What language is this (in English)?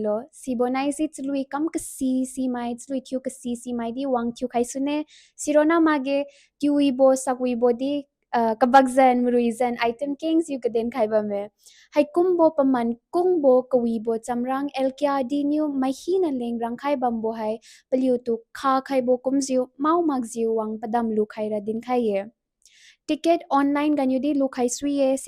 Liangmai Naga